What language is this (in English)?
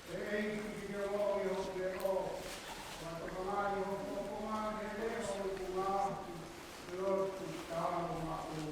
Tongan